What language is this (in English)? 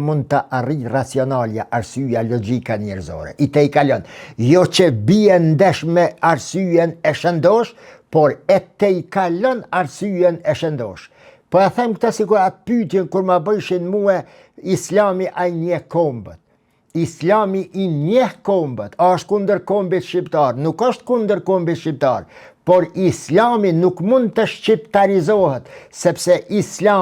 Albanian